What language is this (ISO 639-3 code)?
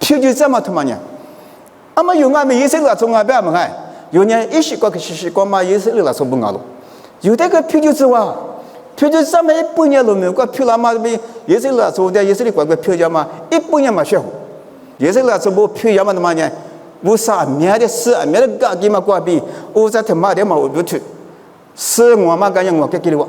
lis